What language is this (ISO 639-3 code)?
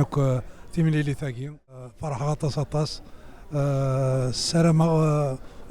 kab